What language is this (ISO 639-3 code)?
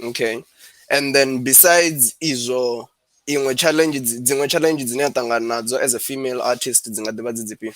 ven